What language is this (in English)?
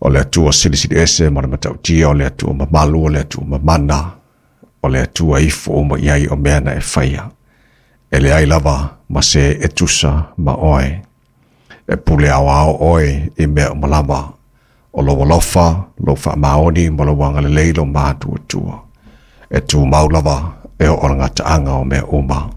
Samoan